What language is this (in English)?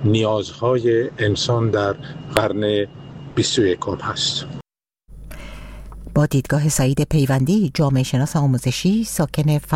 Persian